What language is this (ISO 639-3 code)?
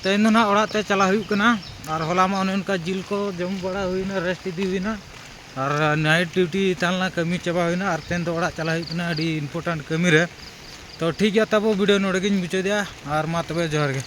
sat